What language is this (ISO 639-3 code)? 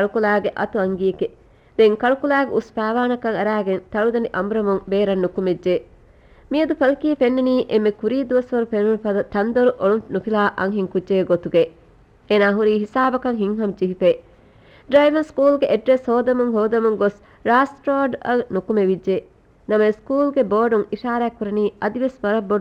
div